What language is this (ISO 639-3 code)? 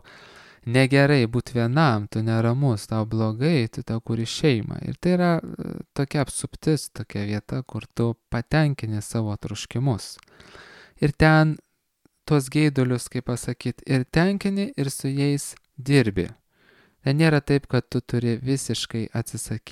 lit